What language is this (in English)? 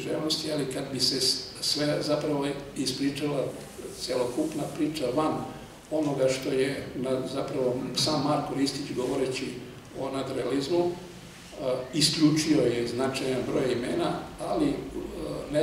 Serbian